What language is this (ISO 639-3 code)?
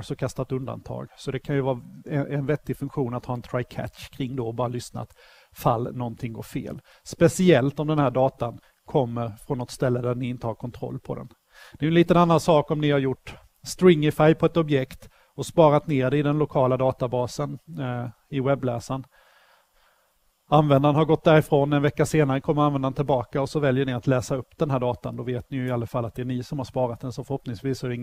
swe